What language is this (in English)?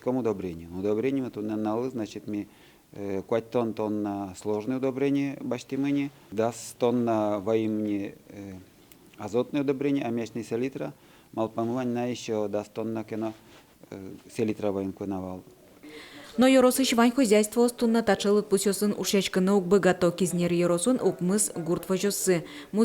Udmurt